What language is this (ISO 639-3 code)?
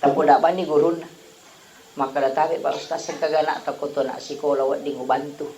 bug